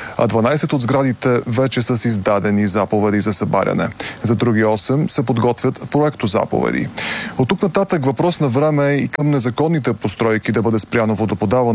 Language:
Bulgarian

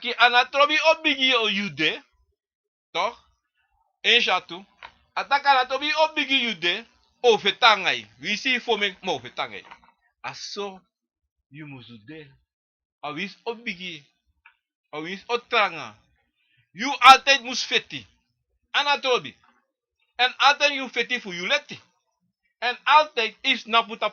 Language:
Sranan Tongo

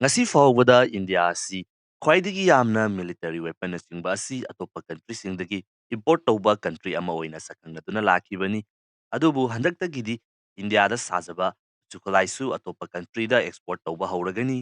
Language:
Manipuri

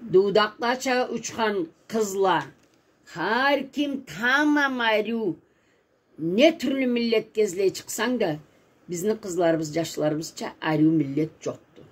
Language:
Karachay-Balkar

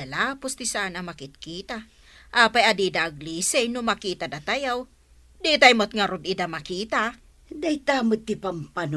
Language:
Iloko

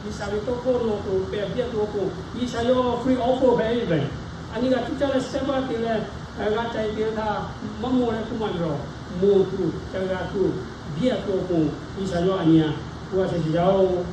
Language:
Lahu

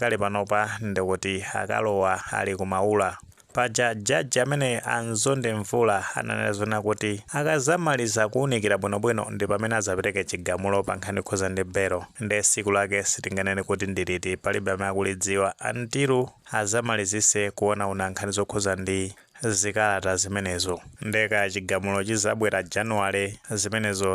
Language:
Nyanja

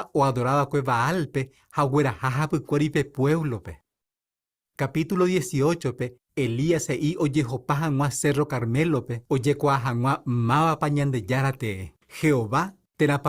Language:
Guarani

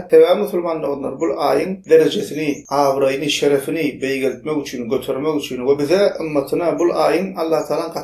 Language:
Turkmen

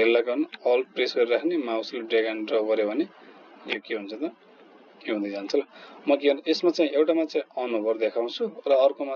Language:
Nepali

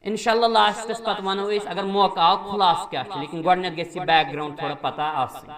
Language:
Kashmiri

